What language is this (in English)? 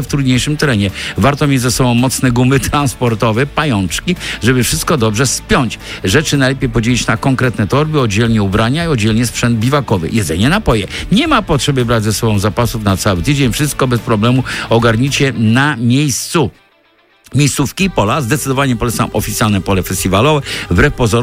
Polish